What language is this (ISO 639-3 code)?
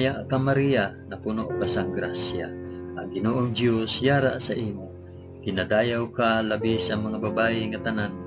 hil